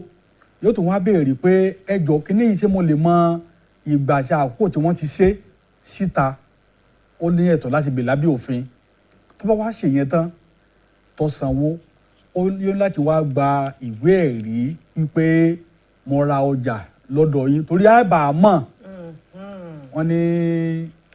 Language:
Yoruba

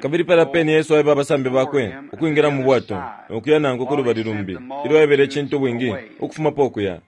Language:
Bemba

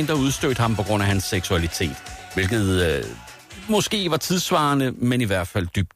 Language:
Danish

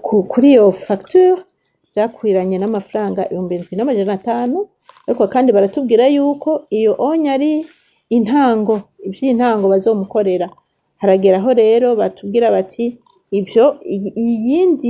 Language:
Rundi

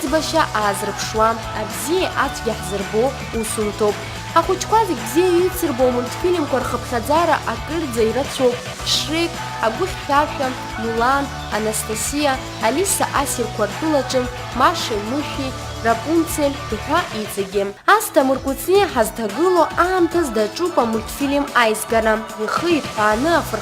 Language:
Abkhazian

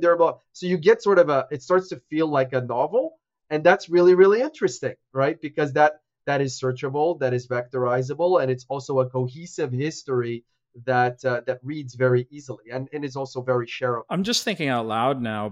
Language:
English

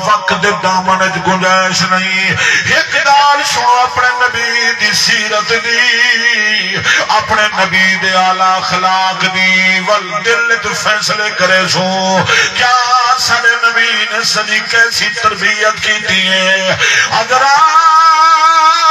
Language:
Saraiki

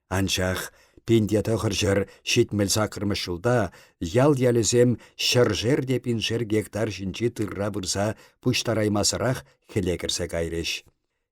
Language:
Chuvash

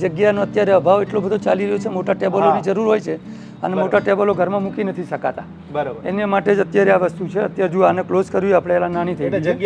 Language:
Gujarati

